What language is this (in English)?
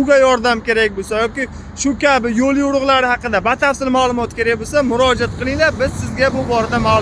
Uzbek